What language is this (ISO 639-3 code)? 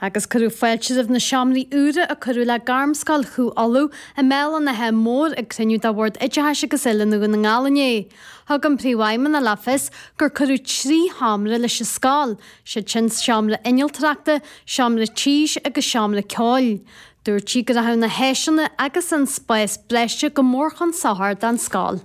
gle